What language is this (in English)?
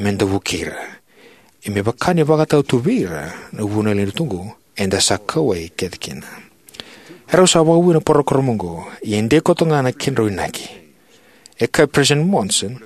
Fijian